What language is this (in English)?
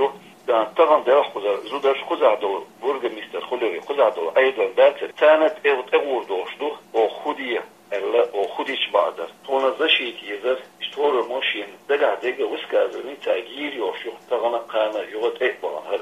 Chechen